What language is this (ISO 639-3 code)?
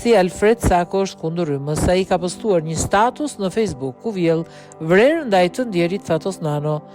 sqi